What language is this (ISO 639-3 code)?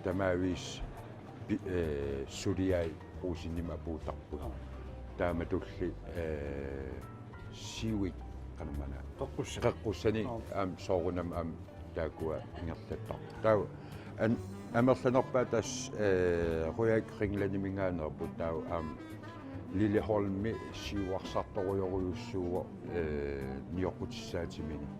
kal